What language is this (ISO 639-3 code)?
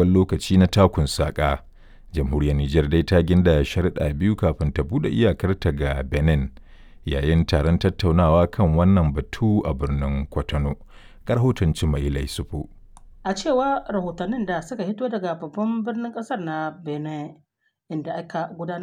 hau